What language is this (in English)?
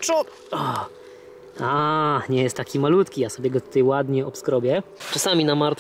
Polish